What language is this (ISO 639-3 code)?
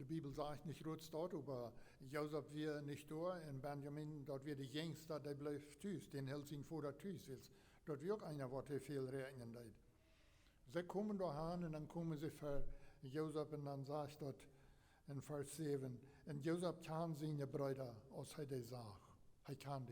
pdt